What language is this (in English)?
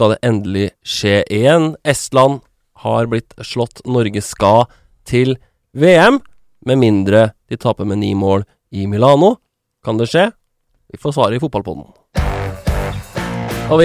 Norwegian